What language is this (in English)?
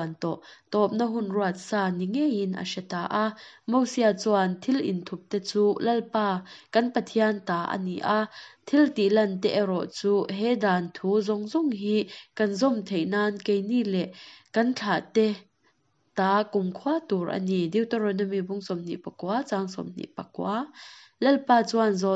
Mizo